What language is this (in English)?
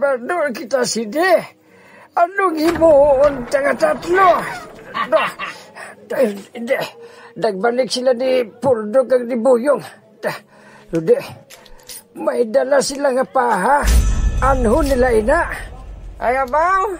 Hiligaynon